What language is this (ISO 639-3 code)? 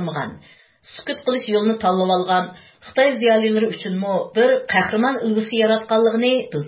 uig